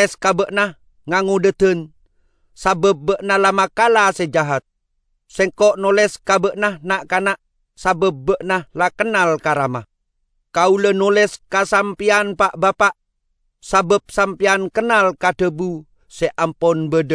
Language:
Madurese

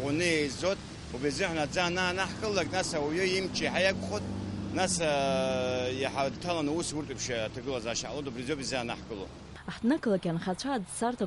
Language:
Abkhazian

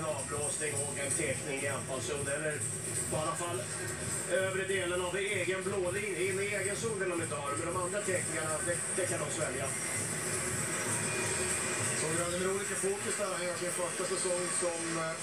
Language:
Swedish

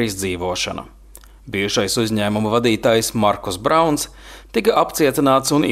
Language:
Latvian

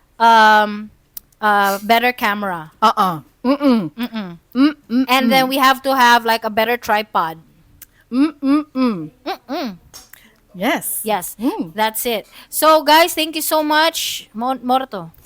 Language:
Cebuano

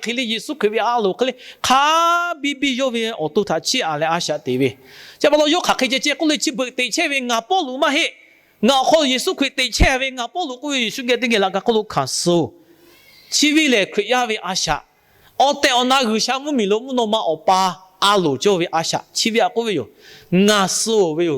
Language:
Lahu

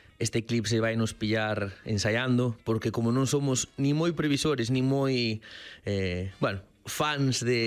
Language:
Galician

